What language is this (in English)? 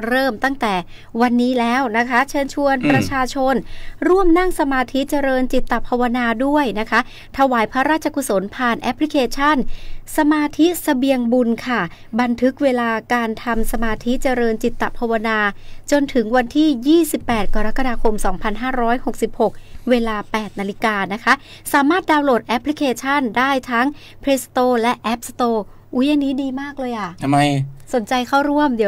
Thai